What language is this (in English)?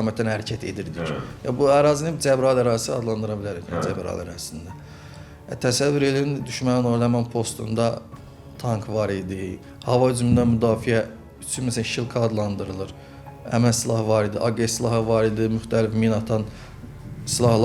Azerbaijani